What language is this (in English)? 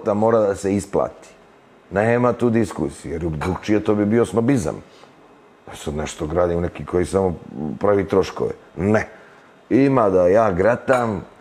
Serbian